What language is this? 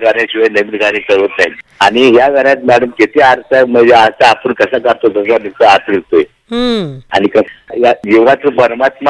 Marathi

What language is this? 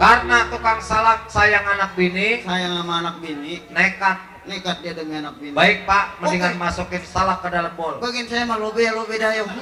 Betawi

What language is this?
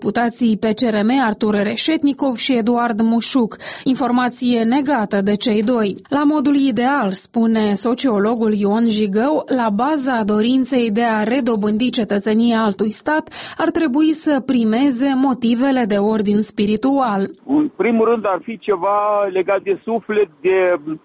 Romanian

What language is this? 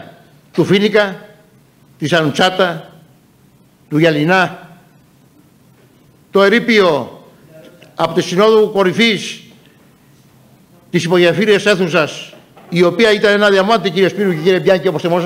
Greek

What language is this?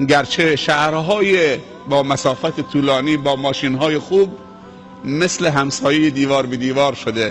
Tajik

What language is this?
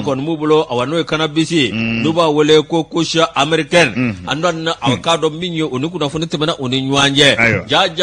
Bambara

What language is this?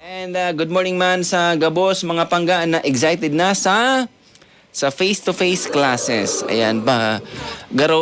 Bikol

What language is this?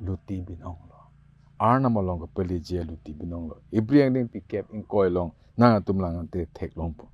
Karbi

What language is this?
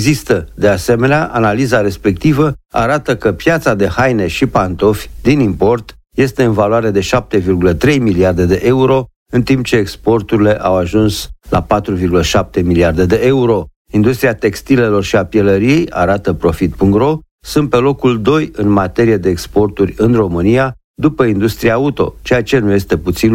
Romanian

